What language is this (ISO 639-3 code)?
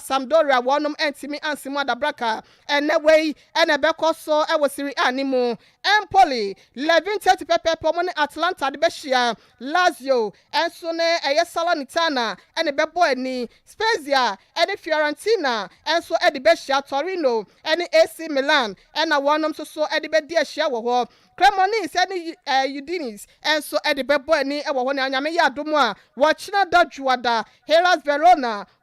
aka